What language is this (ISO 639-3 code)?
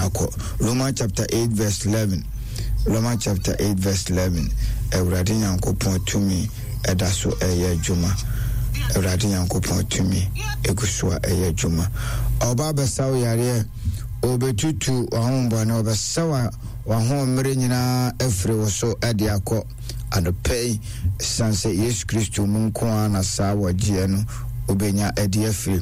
aka